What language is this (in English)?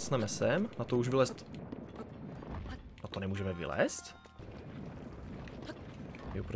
Czech